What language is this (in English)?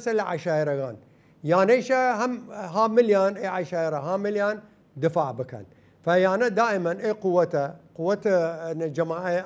Southern Kurdish